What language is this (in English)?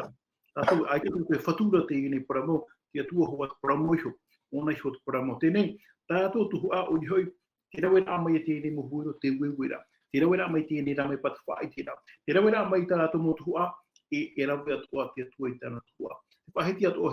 Tahitian